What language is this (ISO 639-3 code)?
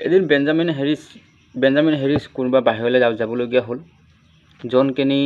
asm